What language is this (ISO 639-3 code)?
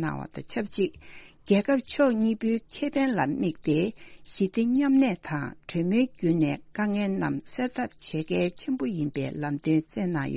bod